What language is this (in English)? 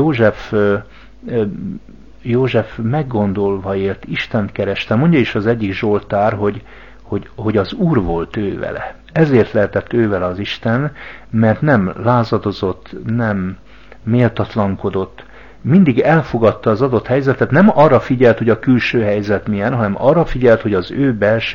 Hungarian